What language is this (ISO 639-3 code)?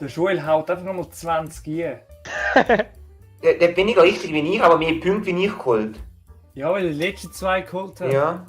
gsw